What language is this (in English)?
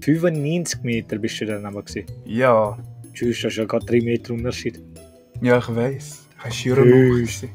Swiss German